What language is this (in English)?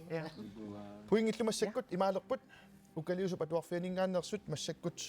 Kalaallisut